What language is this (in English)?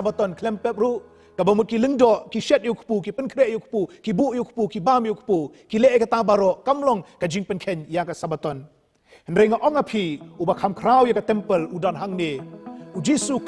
Khasi